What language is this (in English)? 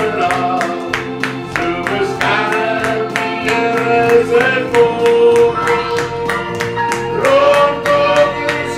Afrikaans